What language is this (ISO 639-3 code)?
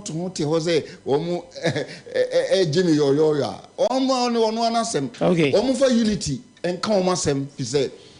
aka